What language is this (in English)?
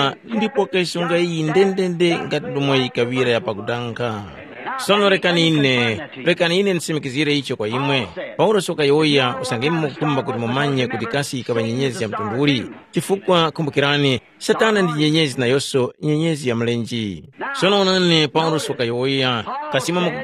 Tumbuka